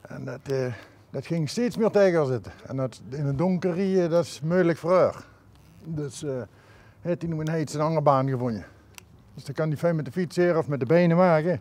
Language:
Limburgish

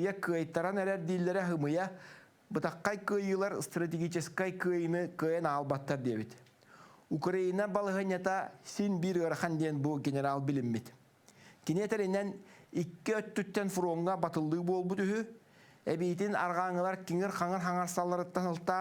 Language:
Yakut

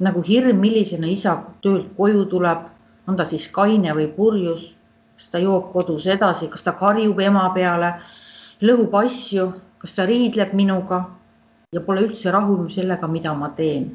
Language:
Estonian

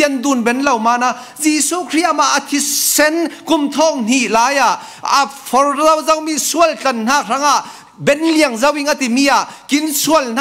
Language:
Falam Chin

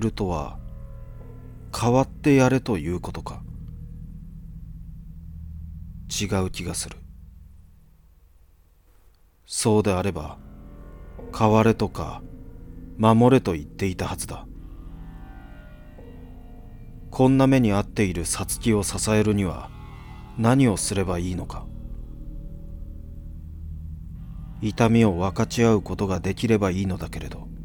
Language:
Japanese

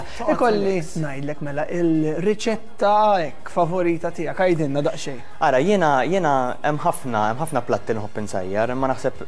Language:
Maltese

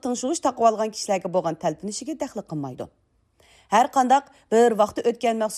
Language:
Uyghur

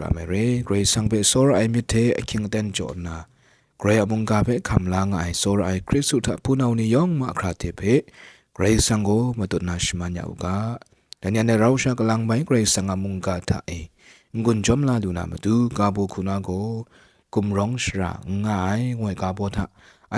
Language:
Kachin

